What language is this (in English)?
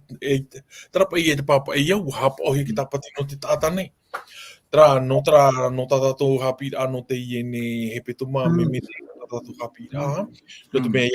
Tahitian